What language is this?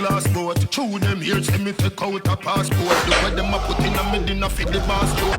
Jamaican Creole English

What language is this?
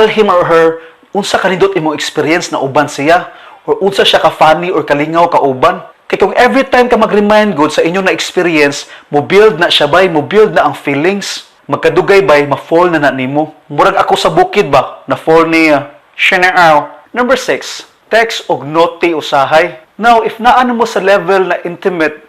Cebuano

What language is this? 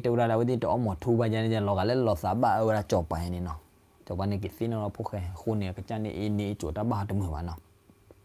S'gaw Karen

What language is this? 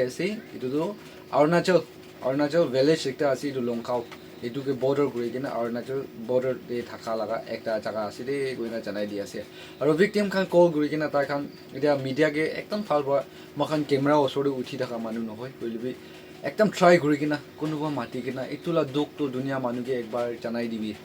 Naga Pidgin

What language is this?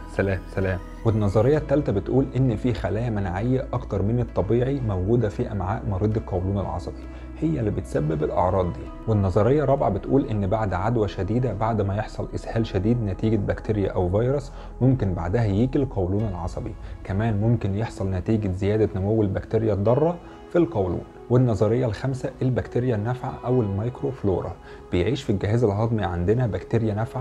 Egyptian Arabic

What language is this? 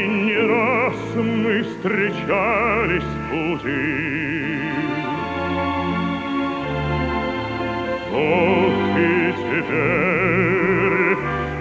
Russian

